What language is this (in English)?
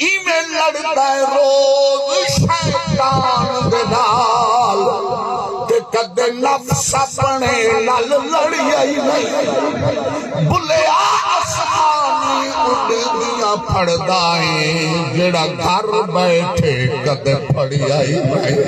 Saraiki